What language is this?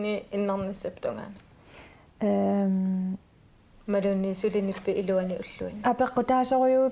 Kalaallisut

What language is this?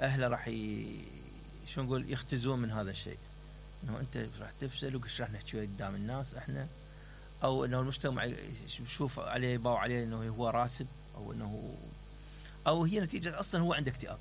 Mesopotamian Arabic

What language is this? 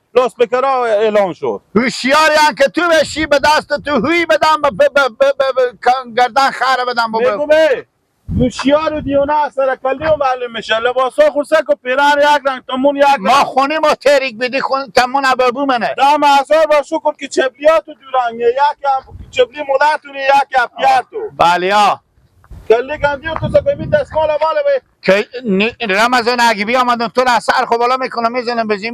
Persian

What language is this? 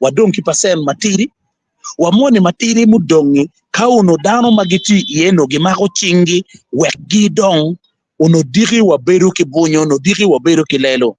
Acoli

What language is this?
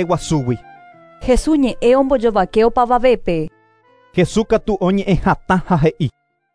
Guarani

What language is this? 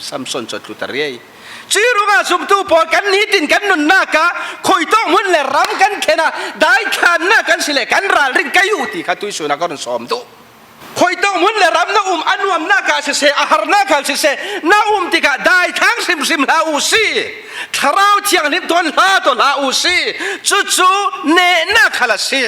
Falam Chin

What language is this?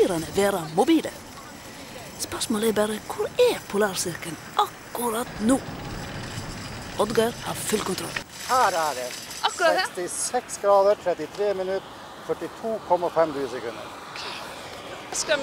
Norwegian Bokmål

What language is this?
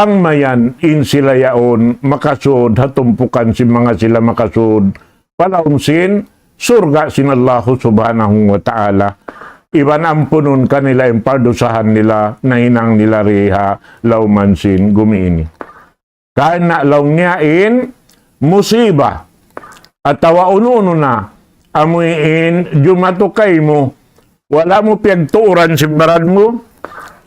Tausug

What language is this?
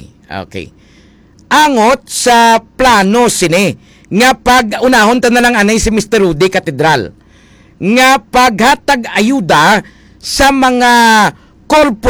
Hiligaynon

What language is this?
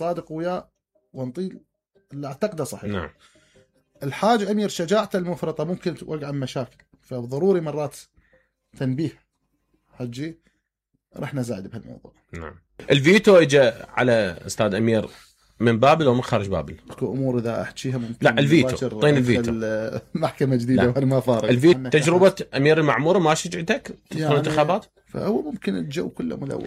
Mesopotamian Arabic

